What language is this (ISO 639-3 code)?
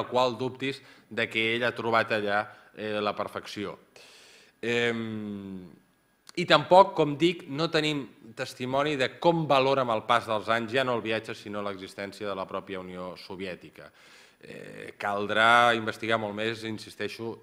cat